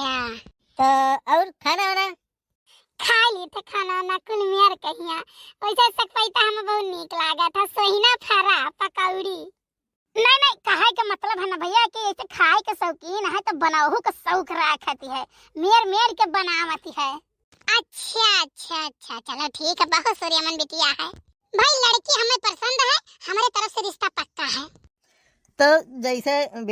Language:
Awadhi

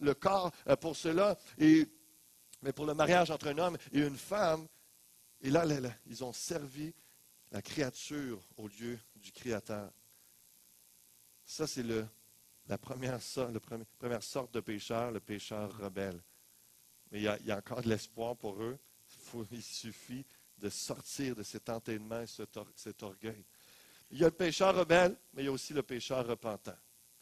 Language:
French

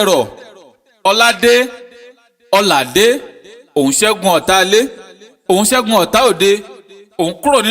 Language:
Yoruba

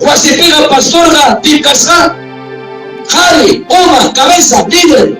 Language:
Ayacucho Quechua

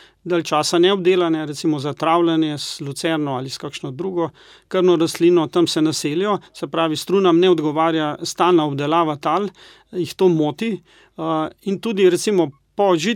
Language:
Slovenian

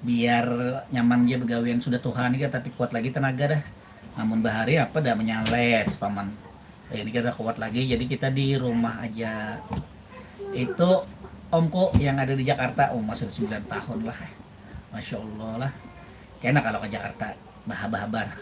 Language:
Banjar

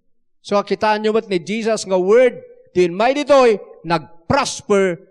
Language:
Iloko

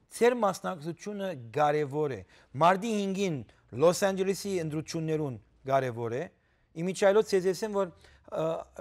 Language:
Western Armenian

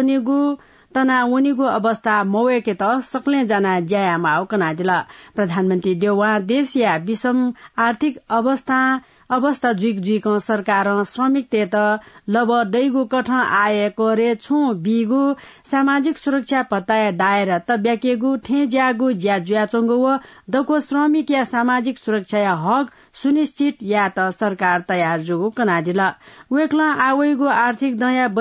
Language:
Newari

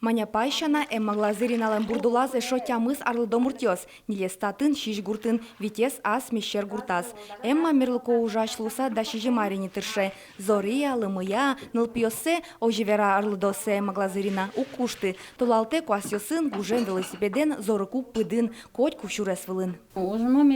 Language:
Udmurt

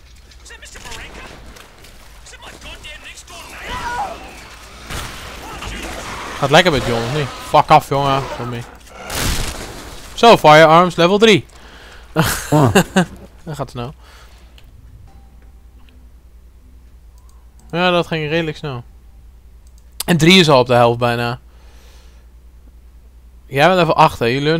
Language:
Dutch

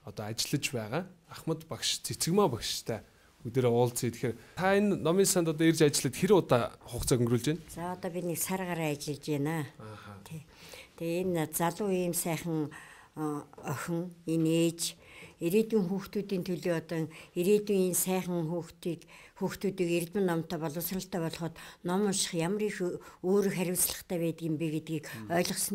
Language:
Mongolian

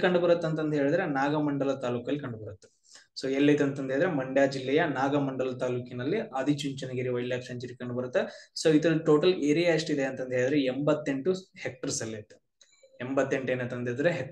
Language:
Kannada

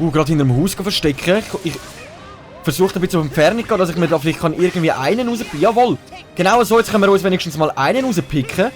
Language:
Swiss German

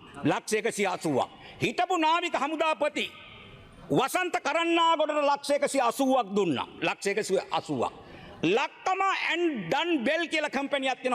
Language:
Sinhala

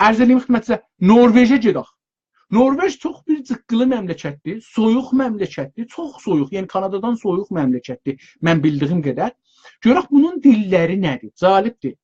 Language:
South Azerbaijani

